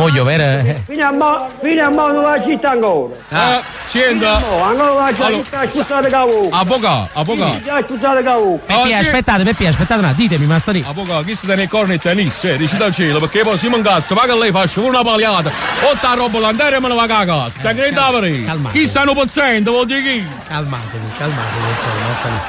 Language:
Neapolitan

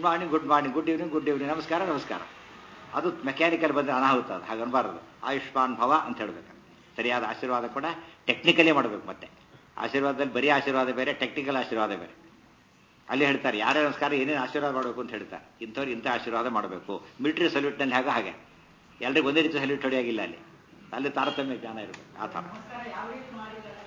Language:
Kannada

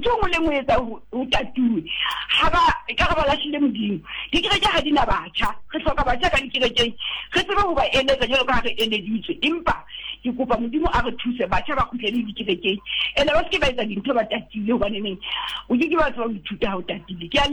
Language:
Southern Sotho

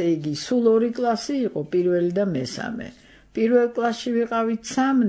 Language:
Georgian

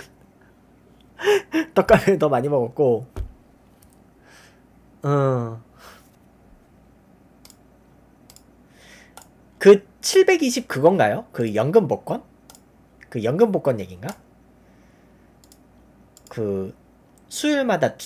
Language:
Korean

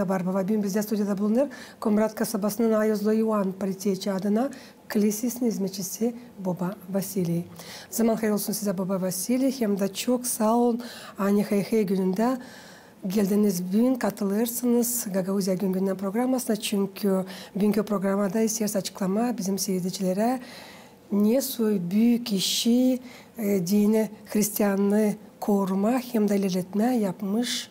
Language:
Gagauz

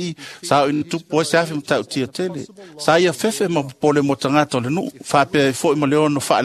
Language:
Samoan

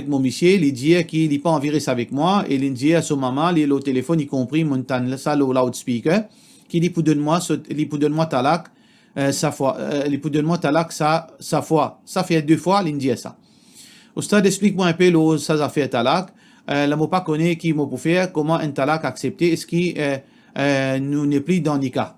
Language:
Morisyen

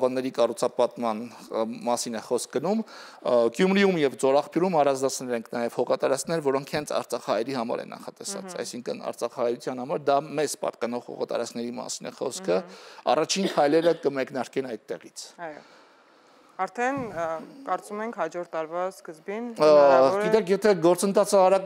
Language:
Armenian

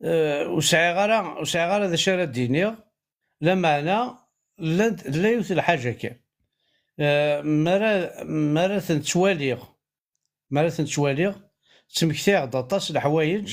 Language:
Kabyle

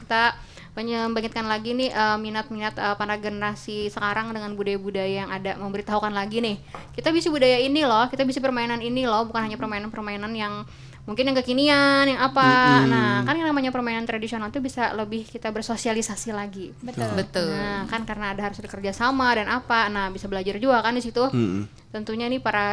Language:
Banjar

